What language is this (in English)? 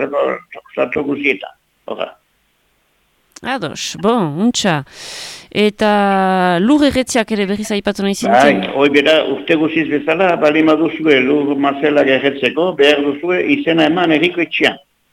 Basque